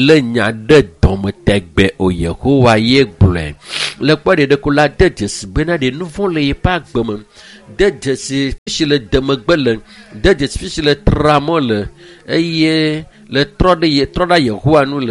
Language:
Ewe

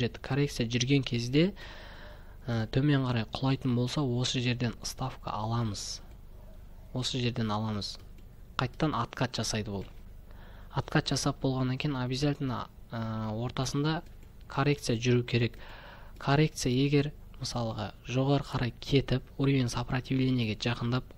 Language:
Kazakh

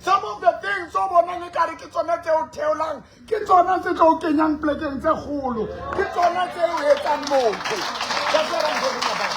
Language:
Southern Sotho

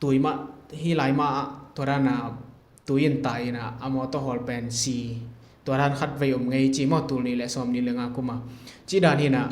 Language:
Tedim Chin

